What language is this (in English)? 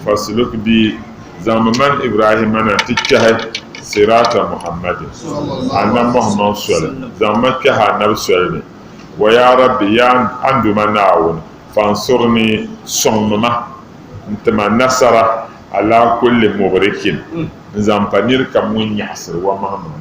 Dagbani